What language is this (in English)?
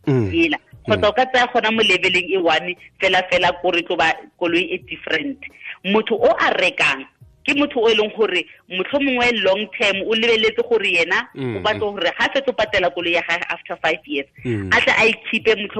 Tswana